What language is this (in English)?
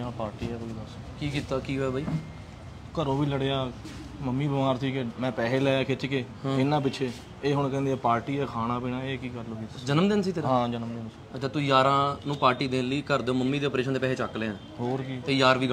Punjabi